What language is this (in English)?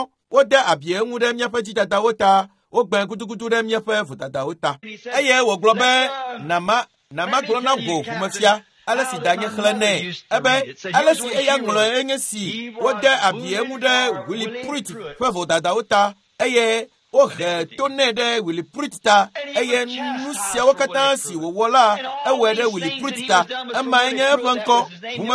Ewe